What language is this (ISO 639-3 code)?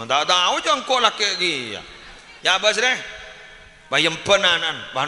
mad